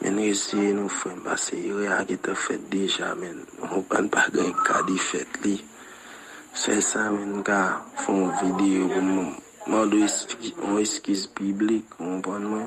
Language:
Haitian Creole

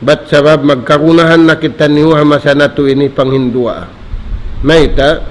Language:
Tausug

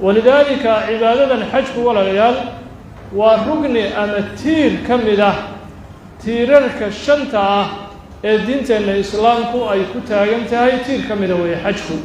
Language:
Somali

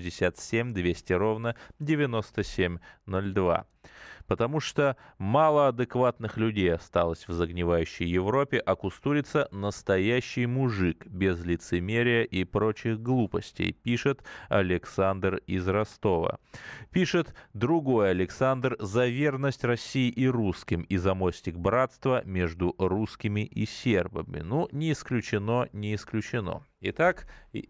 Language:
Russian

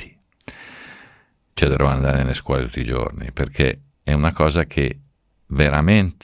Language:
Italian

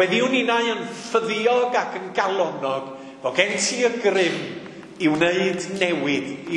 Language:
Welsh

